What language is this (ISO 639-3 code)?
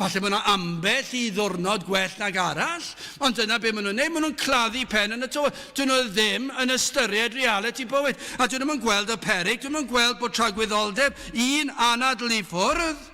cym